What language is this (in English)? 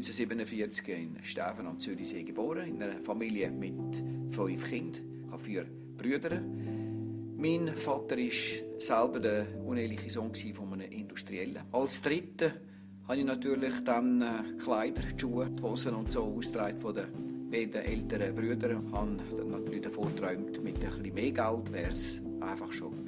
Swiss German